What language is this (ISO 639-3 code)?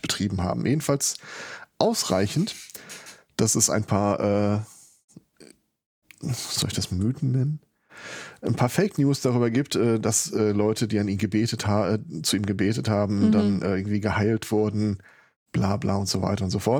deu